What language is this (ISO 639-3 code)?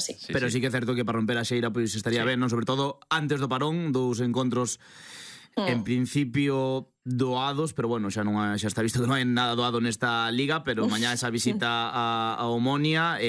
glg